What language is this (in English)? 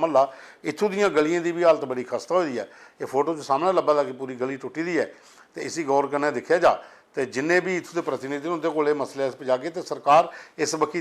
Dogri